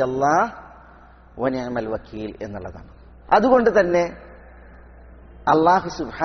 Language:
Malayalam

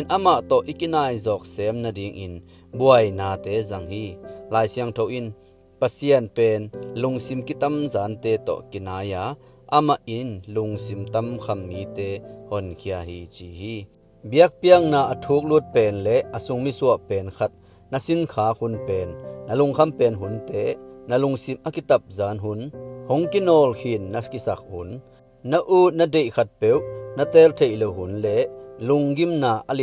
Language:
Tedim Chin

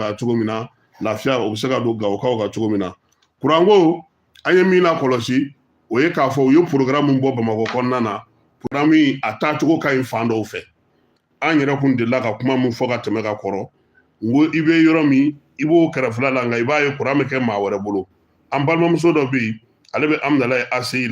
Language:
Bambara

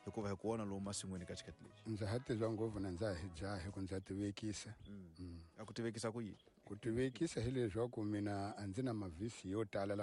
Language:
Tsonga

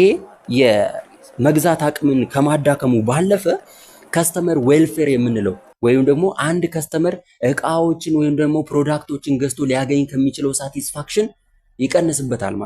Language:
Amharic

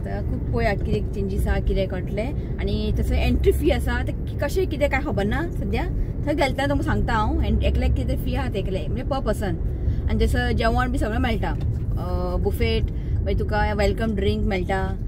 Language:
Konkani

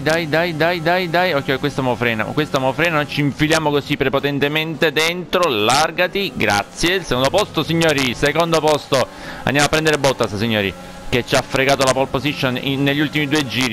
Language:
Italian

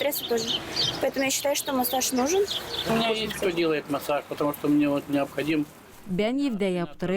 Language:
Gagauz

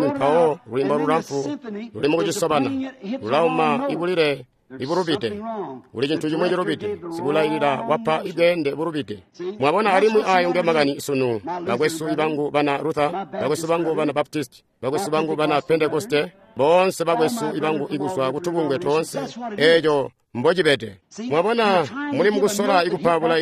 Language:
Tonga (Zambia)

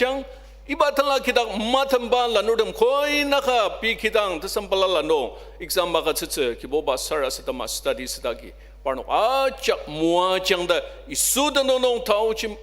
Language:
Ao Naga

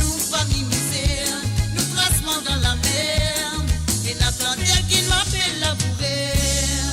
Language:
Morisyen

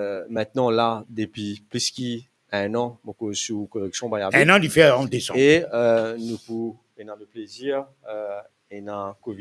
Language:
Morisyen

